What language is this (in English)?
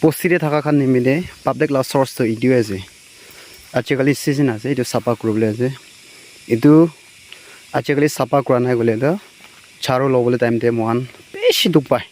Naga Pidgin